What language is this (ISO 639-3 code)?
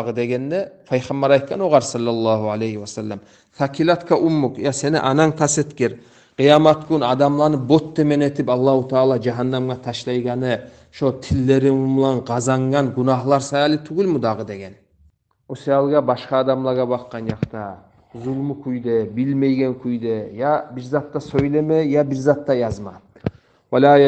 kum